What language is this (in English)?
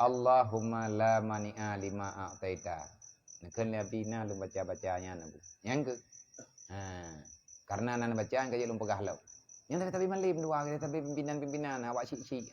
Achinese